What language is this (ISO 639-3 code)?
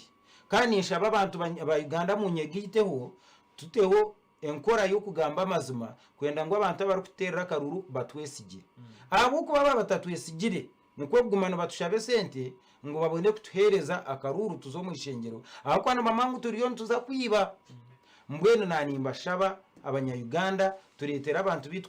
nyn